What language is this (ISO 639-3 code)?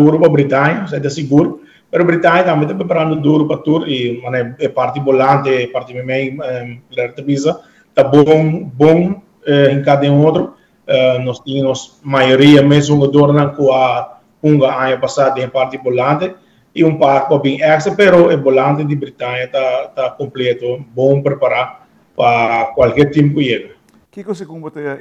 pap